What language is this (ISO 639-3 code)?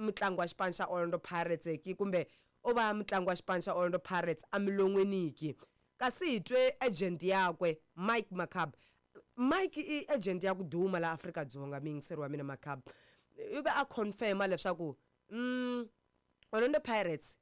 tso